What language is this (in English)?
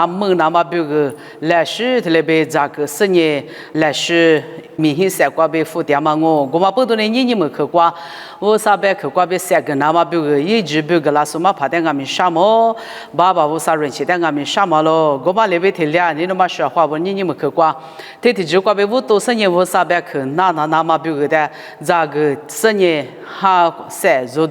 Lisu